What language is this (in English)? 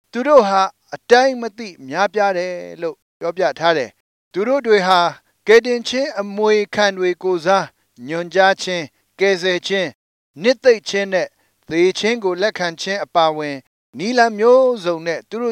Burmese